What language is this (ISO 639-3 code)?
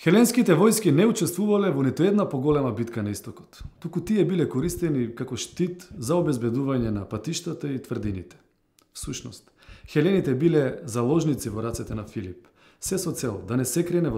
mkd